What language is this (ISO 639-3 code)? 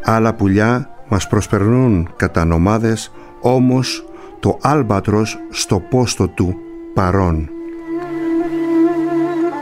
ell